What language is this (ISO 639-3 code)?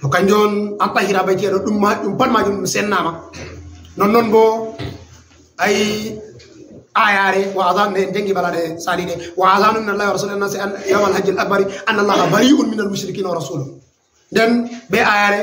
ful